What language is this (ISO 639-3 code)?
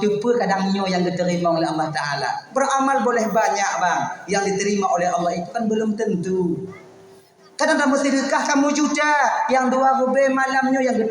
ace